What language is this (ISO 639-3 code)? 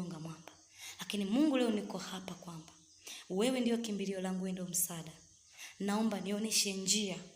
swa